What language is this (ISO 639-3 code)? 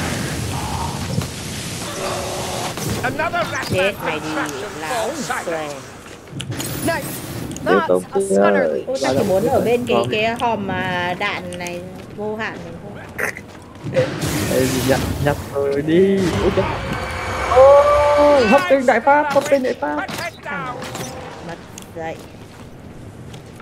vie